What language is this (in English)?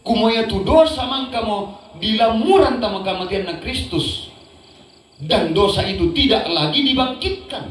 Toraja-Sa'dan